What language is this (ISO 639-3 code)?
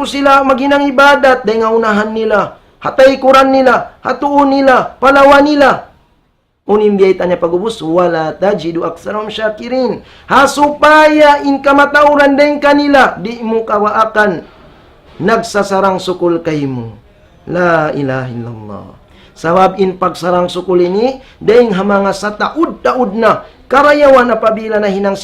tsg